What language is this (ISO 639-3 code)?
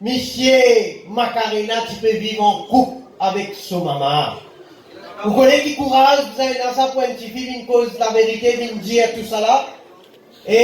mfe